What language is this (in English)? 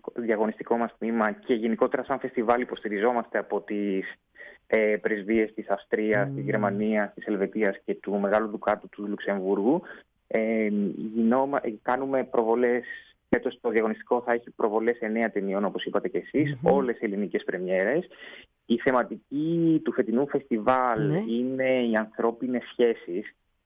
Greek